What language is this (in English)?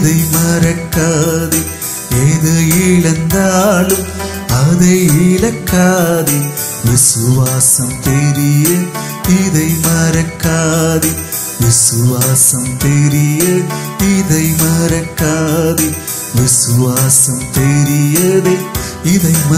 Tamil